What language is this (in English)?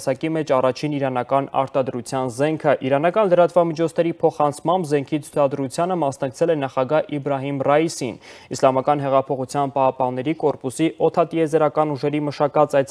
Armenian